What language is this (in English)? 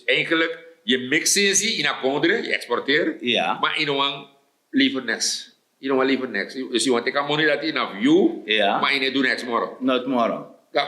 Sranan Tongo